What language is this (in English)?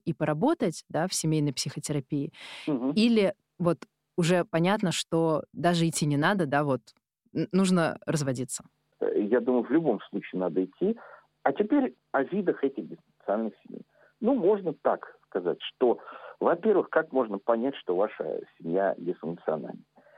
Russian